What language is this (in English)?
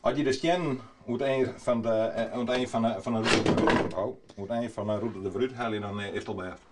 Western Frisian